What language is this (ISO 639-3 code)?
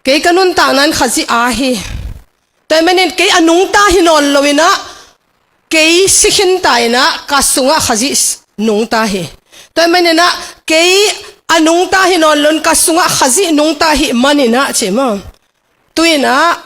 ctd